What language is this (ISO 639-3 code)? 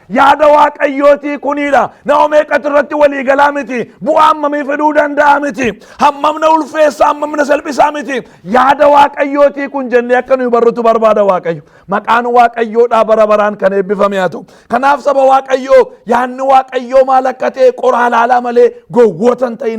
orm